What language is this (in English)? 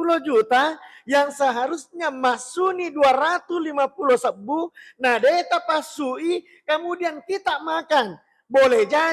Buginese